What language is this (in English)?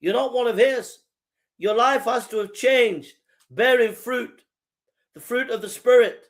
English